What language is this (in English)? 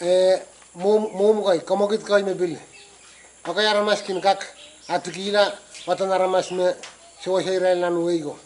Pohnpeian